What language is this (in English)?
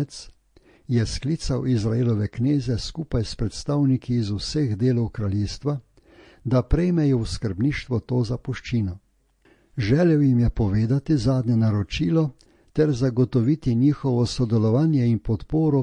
Slovenian